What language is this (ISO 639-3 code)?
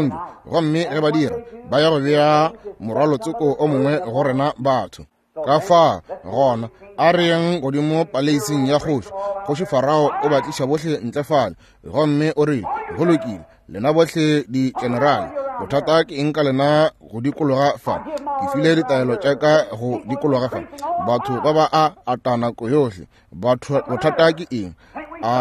nso